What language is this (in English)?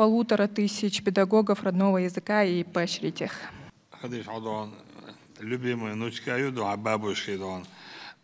Chechen